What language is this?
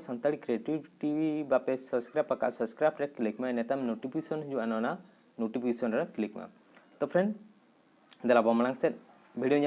Santali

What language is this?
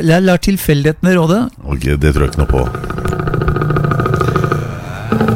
Norwegian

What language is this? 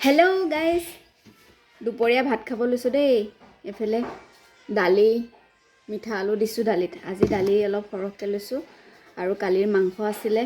Assamese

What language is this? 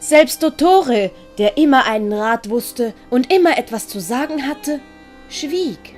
Swiss German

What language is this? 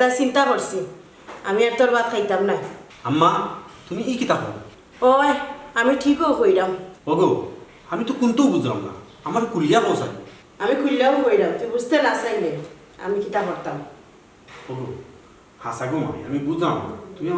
Sylheti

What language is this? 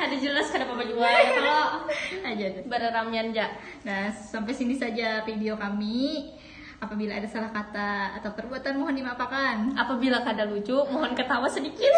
Banjar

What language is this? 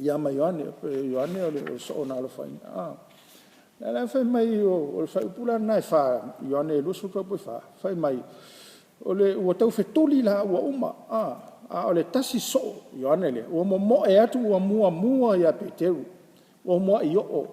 Samoan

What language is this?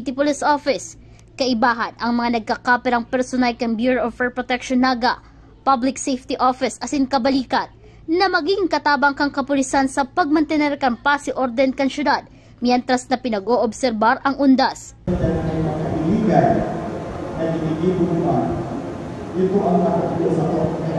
Bikol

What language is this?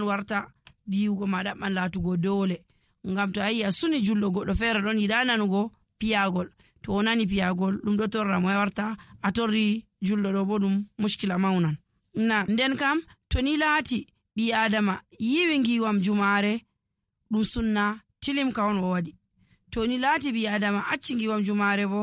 Nigerian Fulfulde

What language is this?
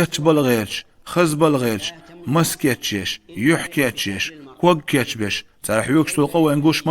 Chechen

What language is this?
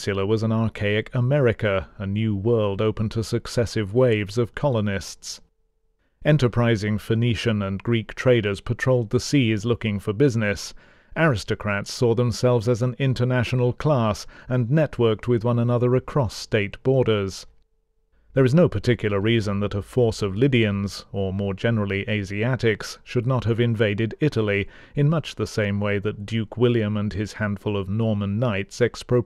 English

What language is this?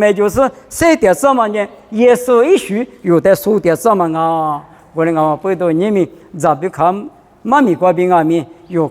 Lisu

